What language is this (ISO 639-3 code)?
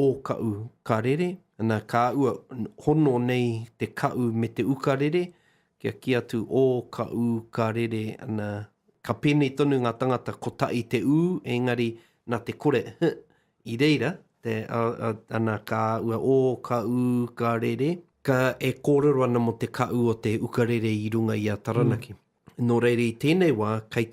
mri